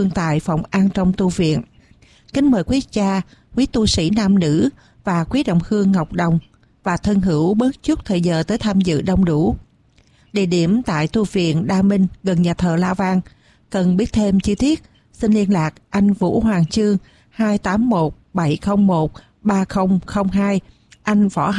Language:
Vietnamese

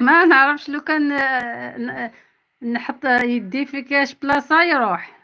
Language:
Algerian Arabic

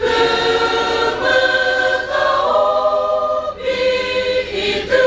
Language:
Chokri Naga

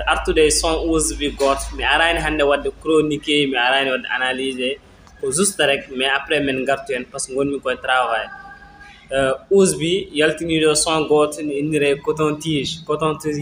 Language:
Fula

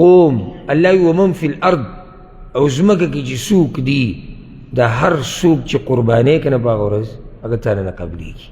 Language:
Pashto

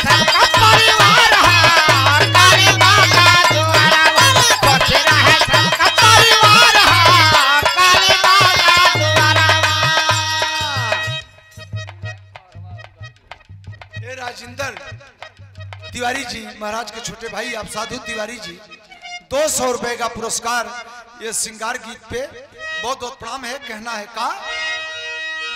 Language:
Bhojpuri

